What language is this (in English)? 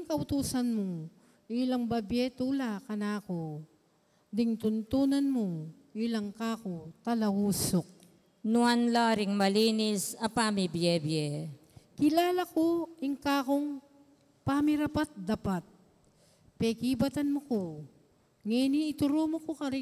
Pampanga